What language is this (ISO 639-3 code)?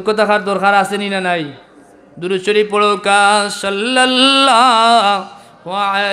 syl